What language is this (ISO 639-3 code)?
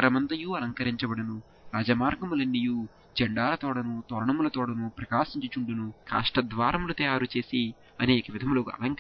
tel